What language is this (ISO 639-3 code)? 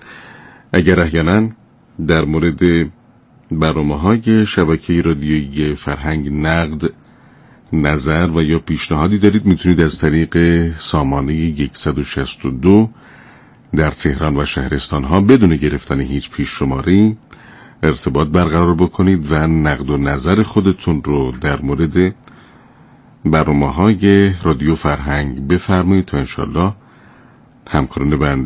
fas